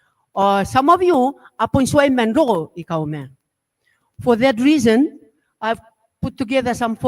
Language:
Gilbertese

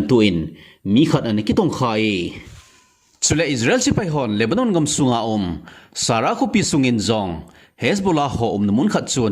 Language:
Thado Chin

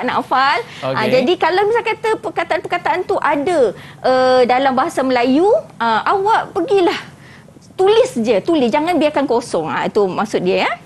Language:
Malay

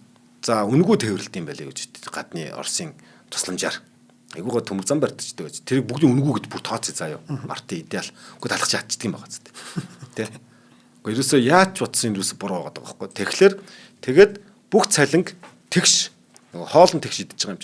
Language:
Mongolian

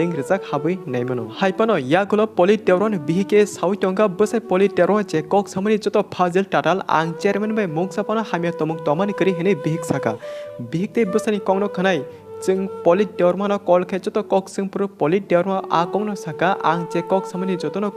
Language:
Kok Borok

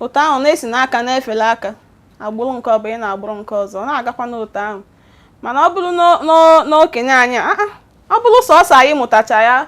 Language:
Igbo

